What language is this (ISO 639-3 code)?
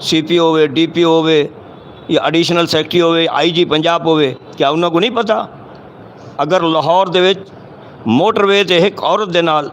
lah